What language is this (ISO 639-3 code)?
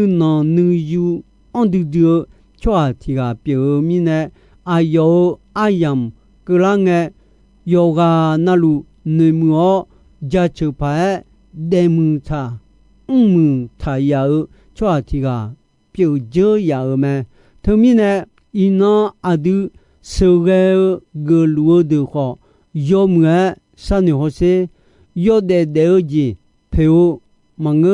ahk